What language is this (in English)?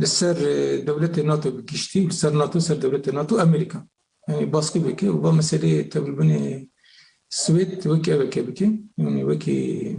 Kurdish